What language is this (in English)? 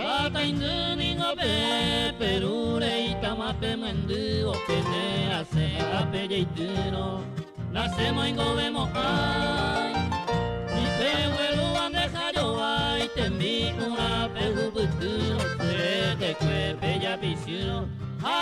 Guarani